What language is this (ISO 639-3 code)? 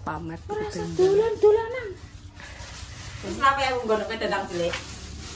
jav